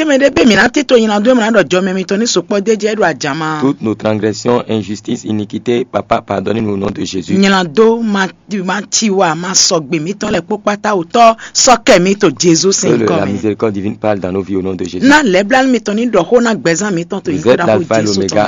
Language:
Fon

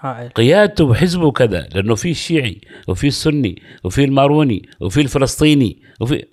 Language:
Gulf Arabic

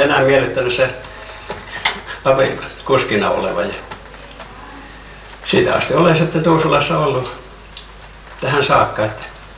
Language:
Finnish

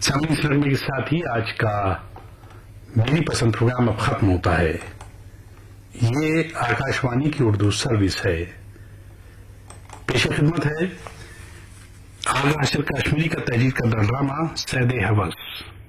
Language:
Urdu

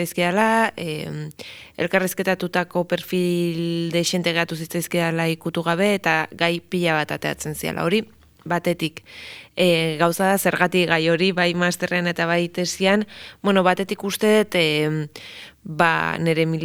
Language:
Basque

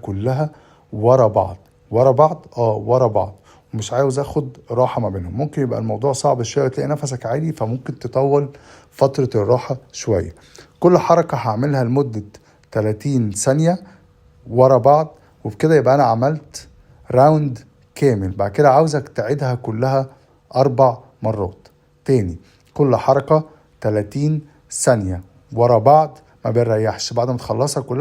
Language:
Egyptian Arabic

